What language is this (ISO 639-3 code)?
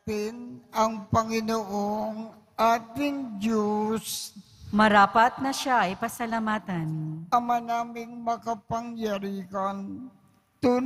fil